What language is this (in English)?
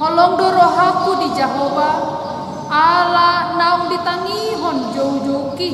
Batak Toba